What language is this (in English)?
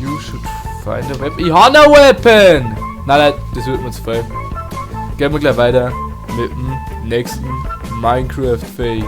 Bavarian